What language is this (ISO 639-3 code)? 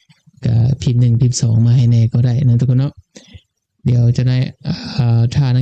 lao